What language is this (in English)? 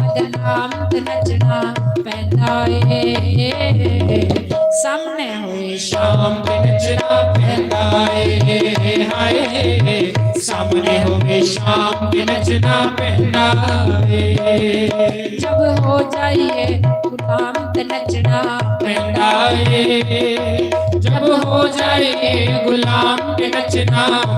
Dogri